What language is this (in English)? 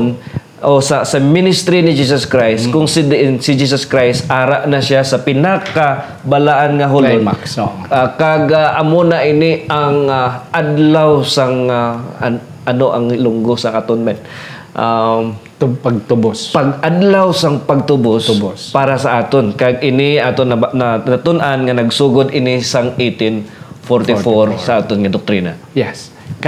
Hiligaynon